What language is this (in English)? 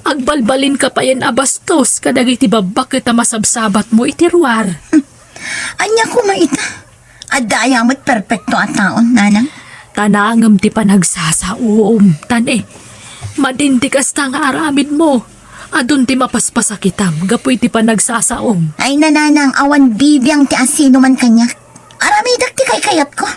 Iloko